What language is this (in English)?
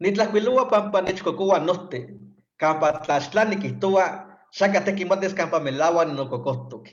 Eastern Huasteca Nahuatl